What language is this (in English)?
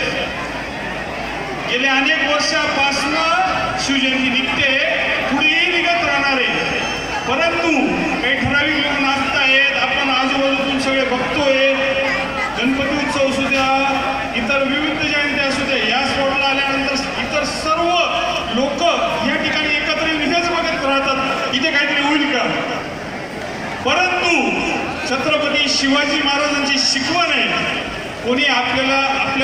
Marathi